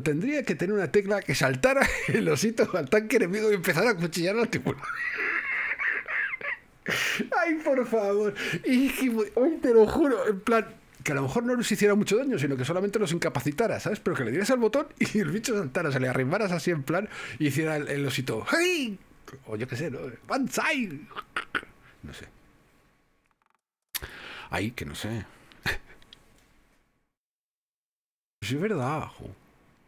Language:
Spanish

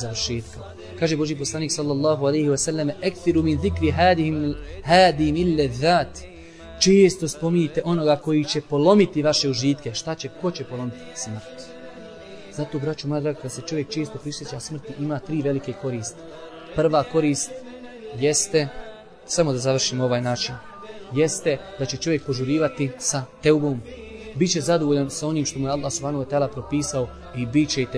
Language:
Bosnian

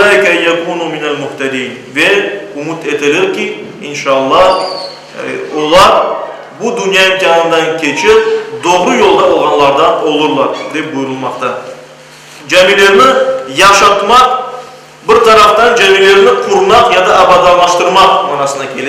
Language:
Crimean Tatar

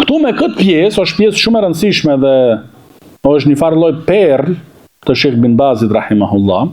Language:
Albanian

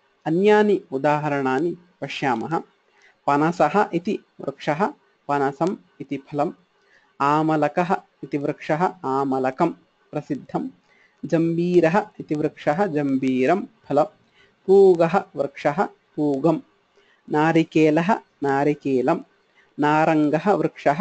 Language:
Sanskrit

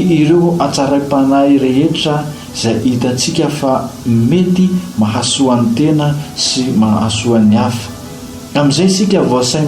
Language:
Malagasy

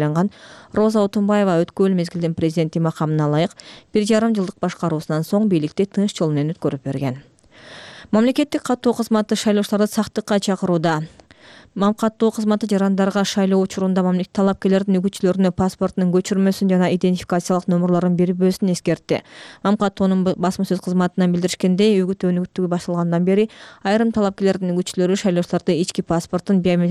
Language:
Kyrgyz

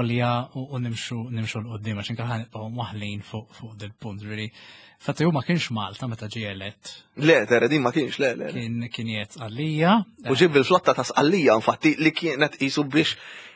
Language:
Maltese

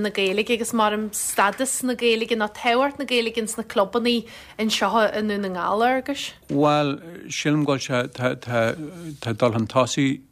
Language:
Irish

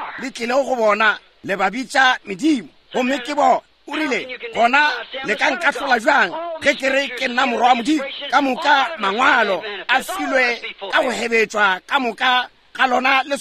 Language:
Northern Sotho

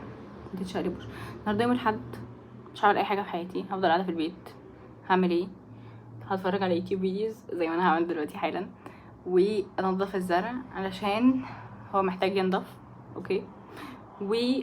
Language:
Egyptian Arabic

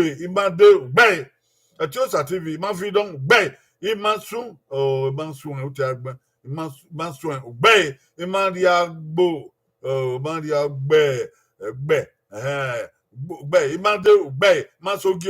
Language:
Bini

